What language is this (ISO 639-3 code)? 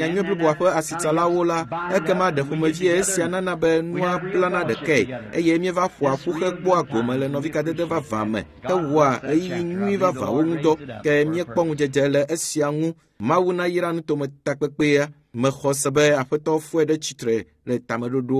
ewe